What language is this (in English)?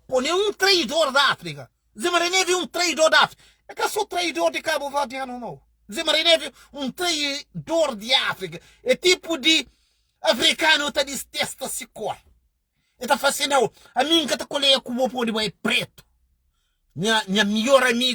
Kabuverdianu